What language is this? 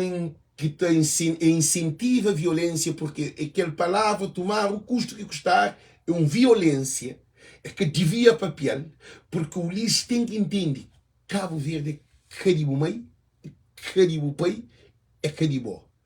Kabuverdianu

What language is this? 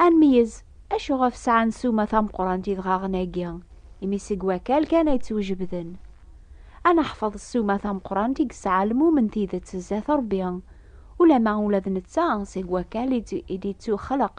Kabyle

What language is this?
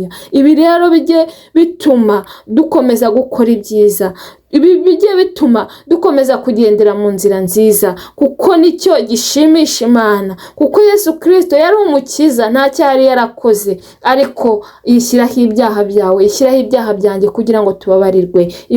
Kinyarwanda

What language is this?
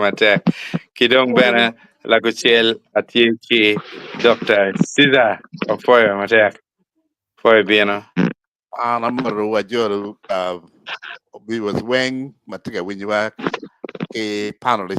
Acoli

